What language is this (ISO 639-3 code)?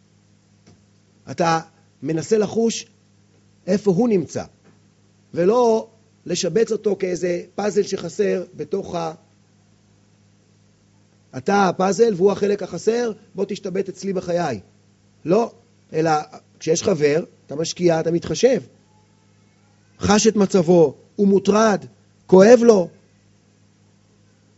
heb